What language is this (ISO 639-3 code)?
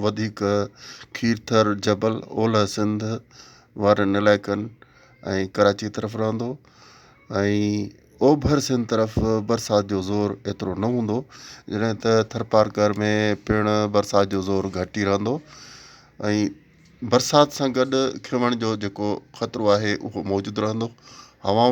snd